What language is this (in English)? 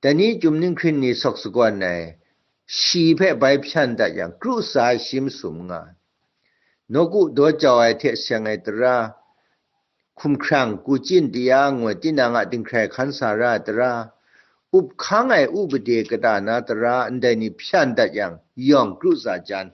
Kachin